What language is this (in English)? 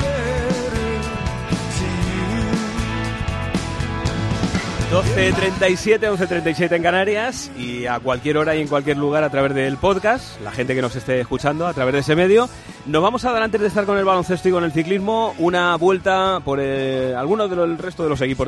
Spanish